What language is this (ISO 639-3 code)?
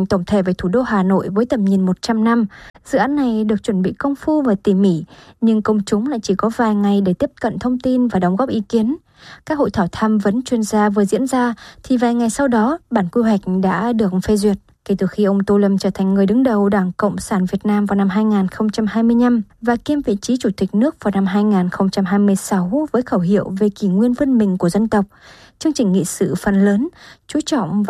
vie